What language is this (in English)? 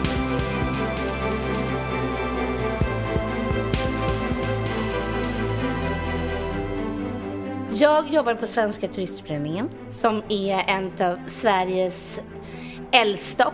Swedish